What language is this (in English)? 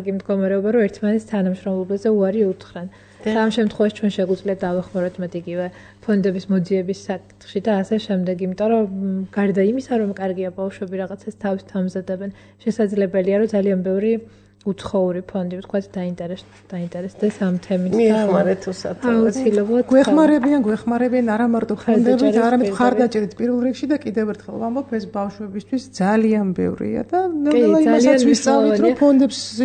Georgian